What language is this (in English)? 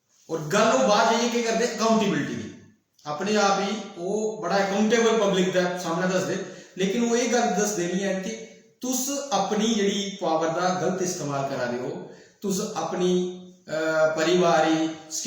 Dogri